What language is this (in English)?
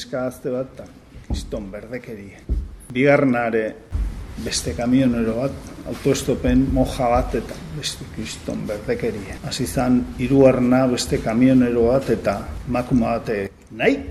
Basque